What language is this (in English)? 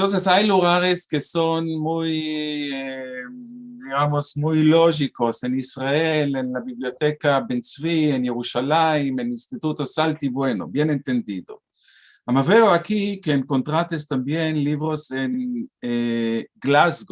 Ladino